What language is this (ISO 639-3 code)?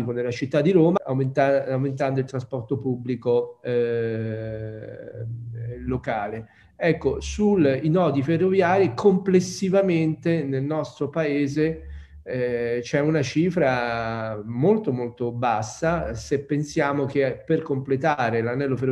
ita